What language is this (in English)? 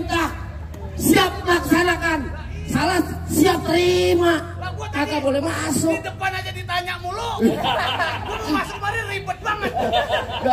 Betawi